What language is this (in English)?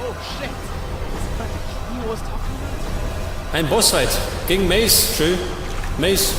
Bavarian